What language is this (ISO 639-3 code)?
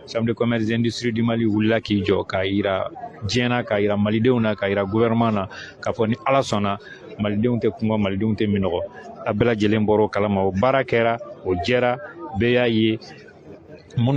bam